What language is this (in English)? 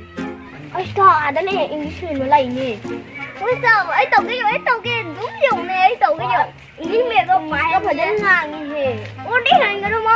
Manipuri